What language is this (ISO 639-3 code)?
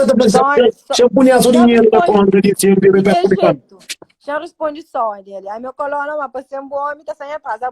kea